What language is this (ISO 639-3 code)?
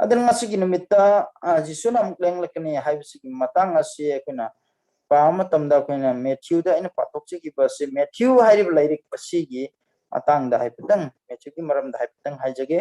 mni